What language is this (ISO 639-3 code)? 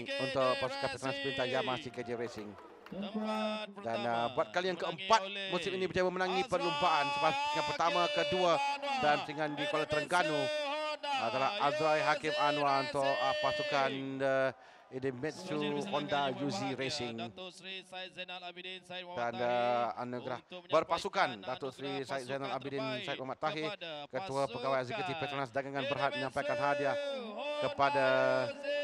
msa